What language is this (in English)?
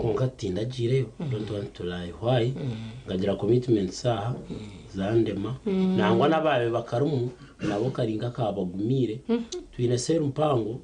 Nyankole